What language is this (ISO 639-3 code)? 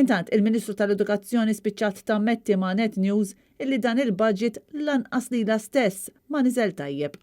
mlt